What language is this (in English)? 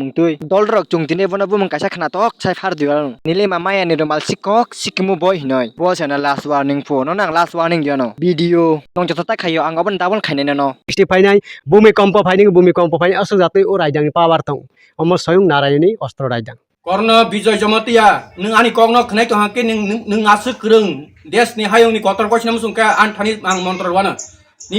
Kok Borok